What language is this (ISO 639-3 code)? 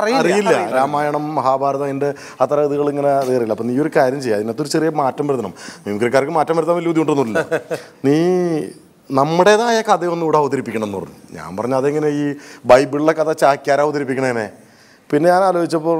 mal